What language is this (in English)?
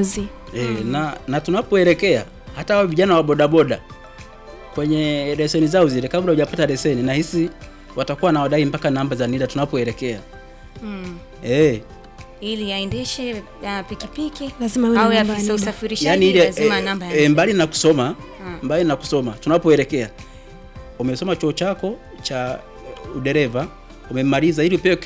Swahili